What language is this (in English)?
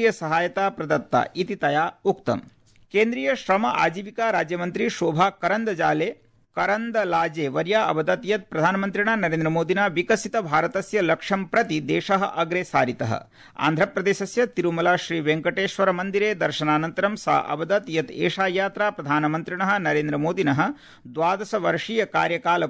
Sanskrit